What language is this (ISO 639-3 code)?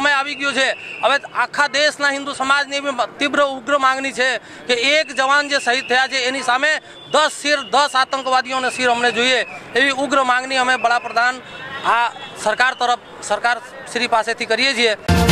guj